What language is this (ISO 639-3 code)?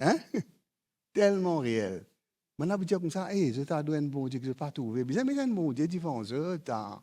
mfe